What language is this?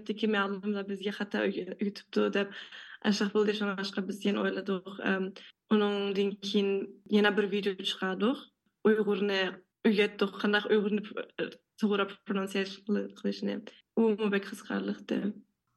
Uyghur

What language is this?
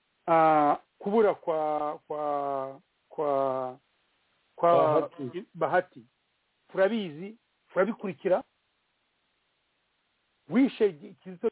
Kinyarwanda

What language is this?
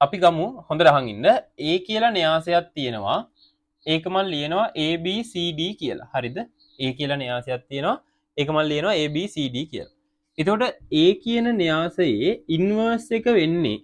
Sinhala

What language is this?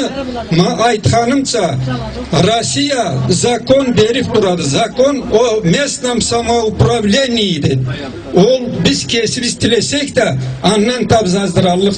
Karachay-Balkar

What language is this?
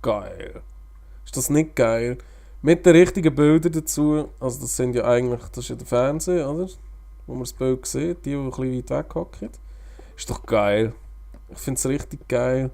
Swiss German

